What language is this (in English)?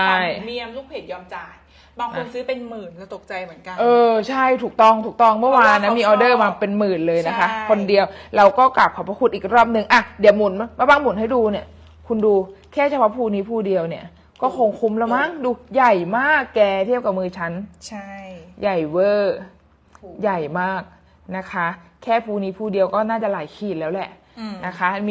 Thai